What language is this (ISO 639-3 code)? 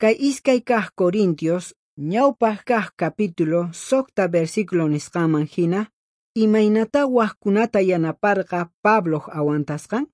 quh